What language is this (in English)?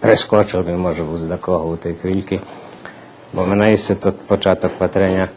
Rusyn